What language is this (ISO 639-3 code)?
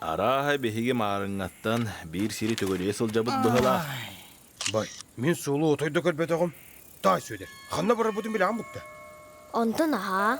sah